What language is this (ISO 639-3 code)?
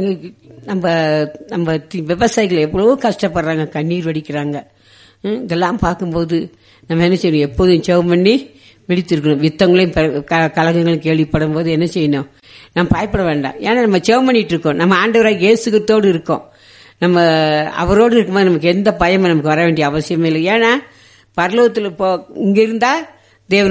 tam